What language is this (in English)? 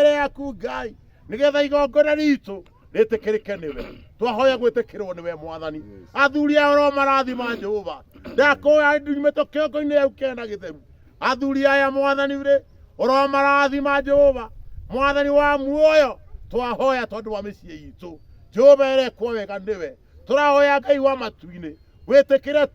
Kikuyu